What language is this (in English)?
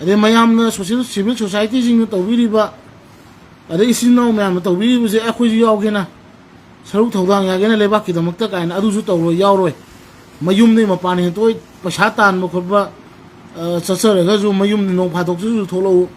Manipuri